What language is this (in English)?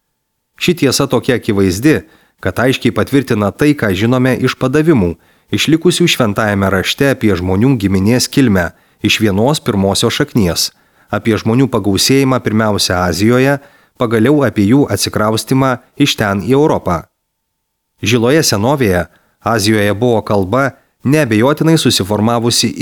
Lithuanian